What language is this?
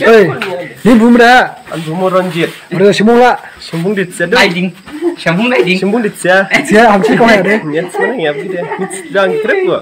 Dimasa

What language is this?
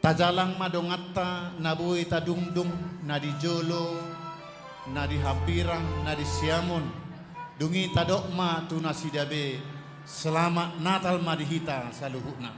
Batak Toba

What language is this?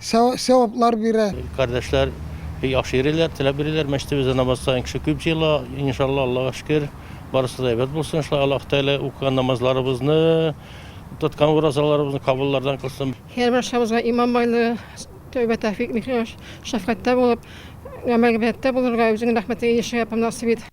Tatar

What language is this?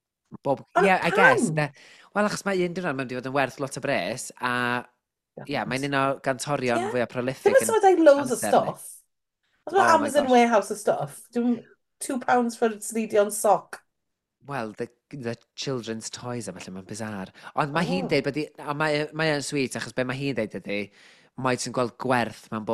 Welsh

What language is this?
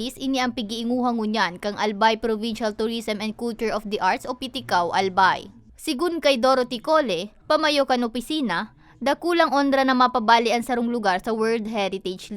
Bikol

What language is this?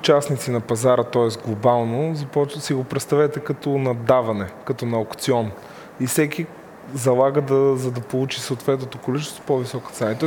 Bulgarian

